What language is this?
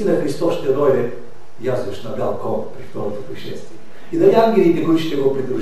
Bulgarian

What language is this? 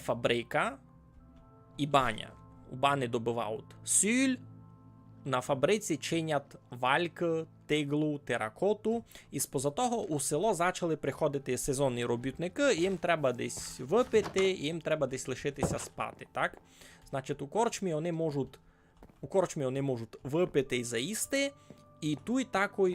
Rusyn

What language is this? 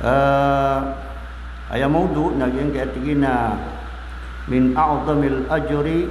Maranao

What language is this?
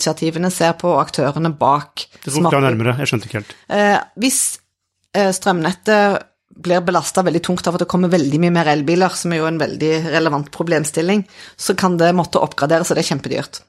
Norwegian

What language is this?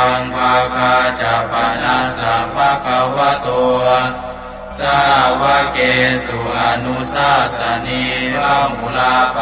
Pali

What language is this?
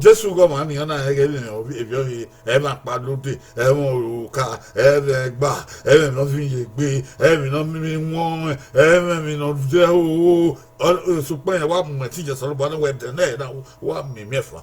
Bini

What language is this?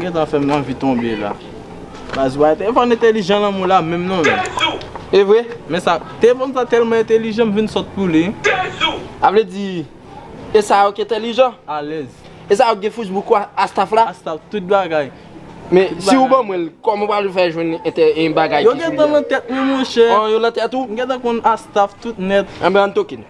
Haitian Creole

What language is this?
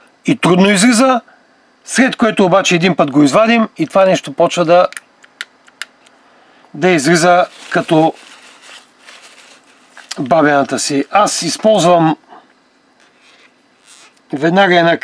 Bulgarian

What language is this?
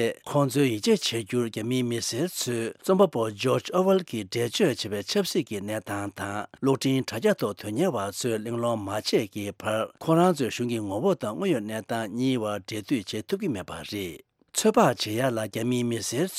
Tibetan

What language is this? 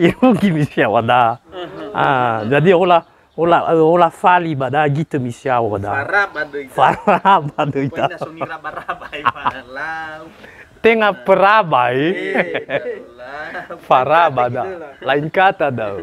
Nias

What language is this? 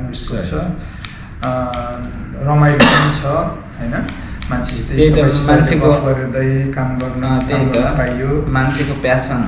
Nepali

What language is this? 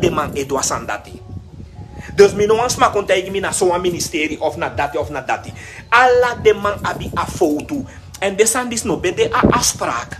Sranan Tongo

